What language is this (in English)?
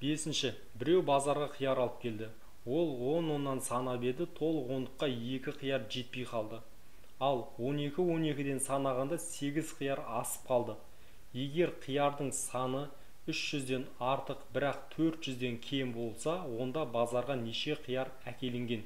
Kazakh